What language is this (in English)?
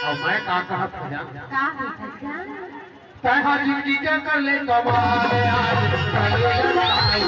Chhattisgarhi